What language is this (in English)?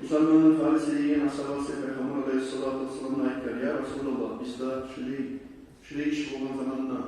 Kumyk